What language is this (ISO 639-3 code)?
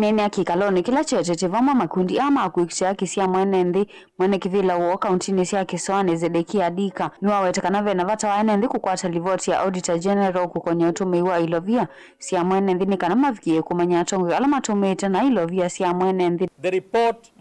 kam